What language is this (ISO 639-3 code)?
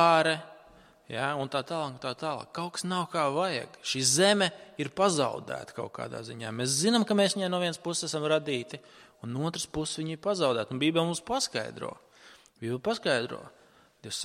lav